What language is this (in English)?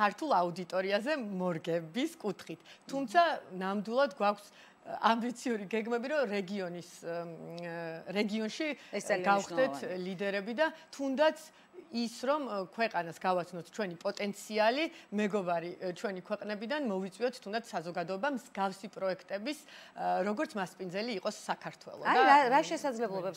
Georgian